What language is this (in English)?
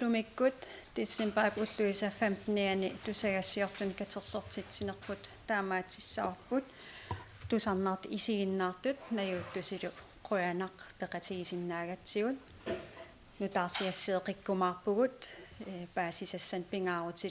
Kalaallisut